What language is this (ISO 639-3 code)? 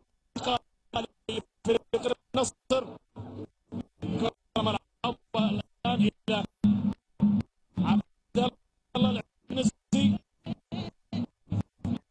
ara